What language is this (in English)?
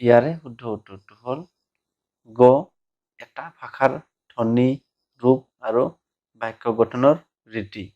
Assamese